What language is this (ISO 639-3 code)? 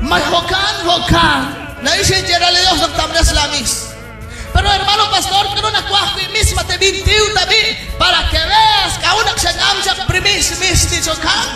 kek